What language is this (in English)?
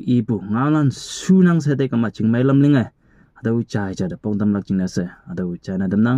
Konyak Naga